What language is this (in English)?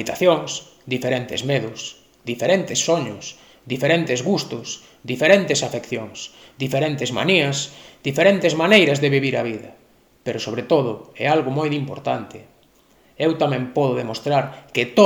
Galician